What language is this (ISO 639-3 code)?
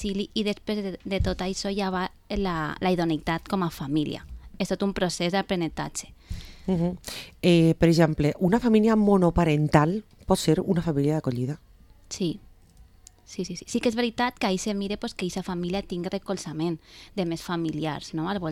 cat